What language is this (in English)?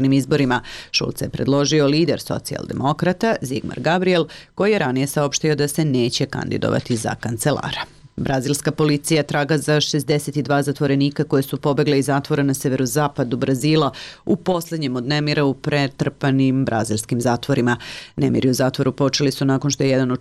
Serbian